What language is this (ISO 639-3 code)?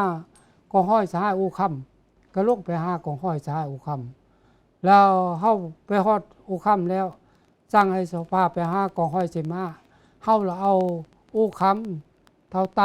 lao